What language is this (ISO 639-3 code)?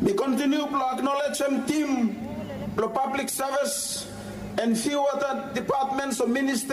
bis